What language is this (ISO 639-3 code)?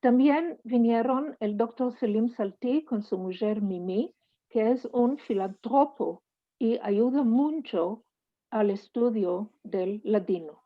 lad